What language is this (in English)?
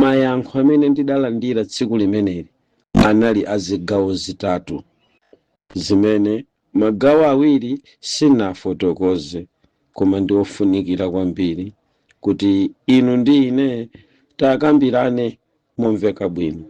Nyanja